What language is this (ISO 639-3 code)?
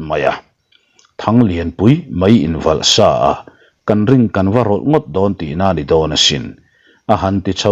lus